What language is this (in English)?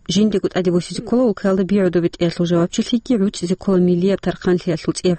Avaric